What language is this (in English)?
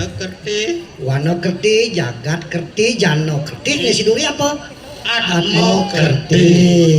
Balinese